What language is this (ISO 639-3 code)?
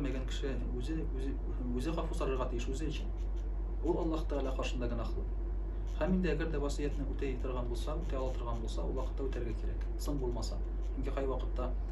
tat